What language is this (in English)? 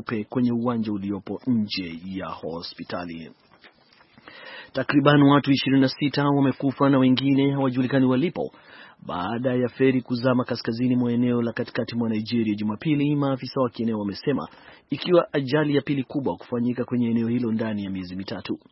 Swahili